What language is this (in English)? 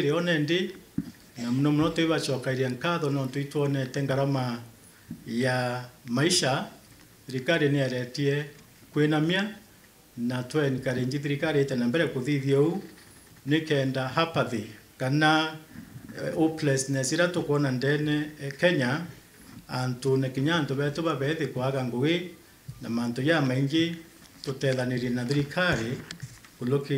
Meru